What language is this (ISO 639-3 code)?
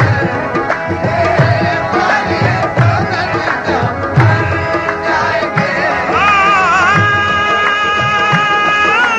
urd